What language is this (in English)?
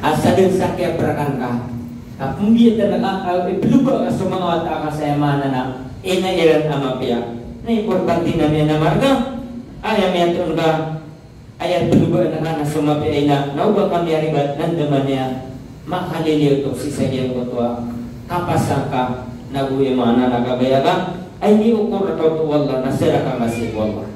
Maranao